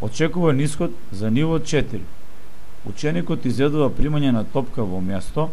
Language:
Macedonian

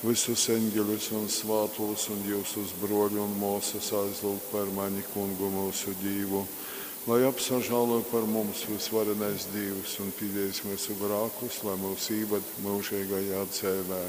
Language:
Latgalian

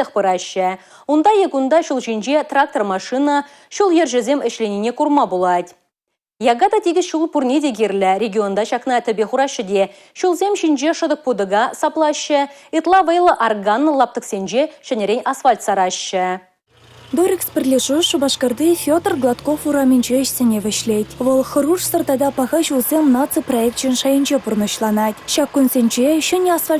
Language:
Chuvash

